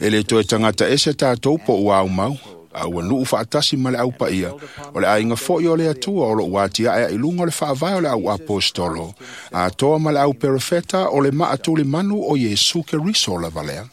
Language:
Samoan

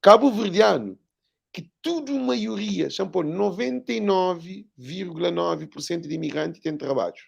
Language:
Kabuverdianu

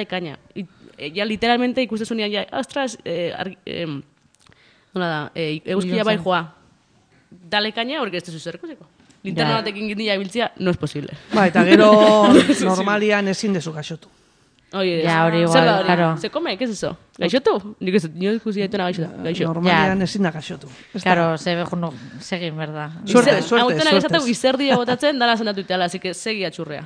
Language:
Basque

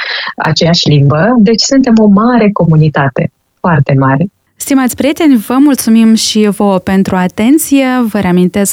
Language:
Romanian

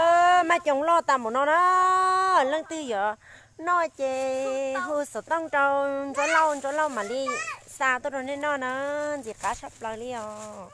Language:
Hmong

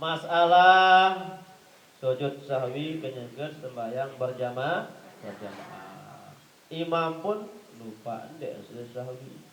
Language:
Sasak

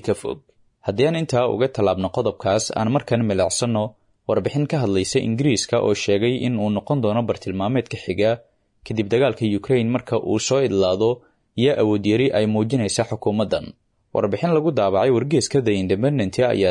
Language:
Somali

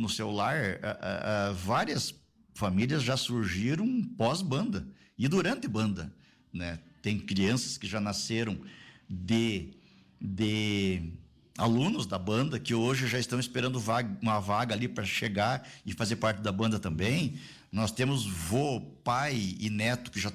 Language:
Portuguese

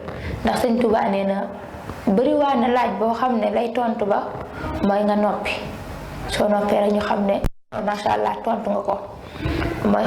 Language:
Wolof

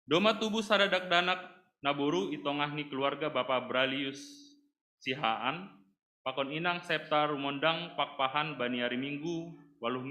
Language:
Batak Simalungun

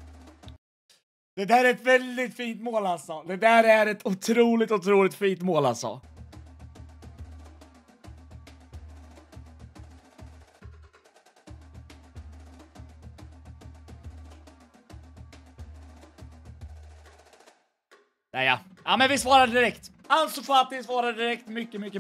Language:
Swedish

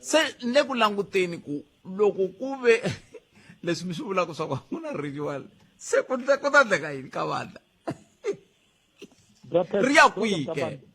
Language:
Tsonga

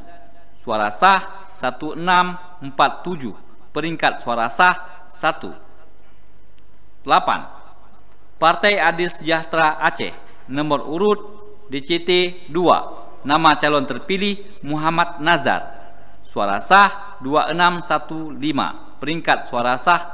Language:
Indonesian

